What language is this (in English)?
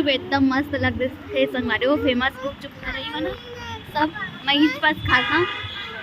Chhattisgarhi